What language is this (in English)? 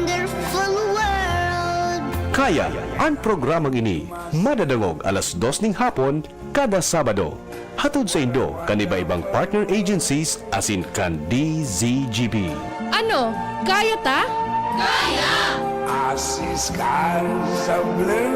Bikol